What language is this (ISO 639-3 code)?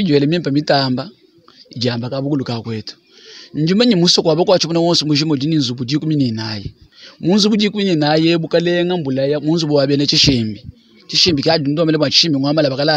lua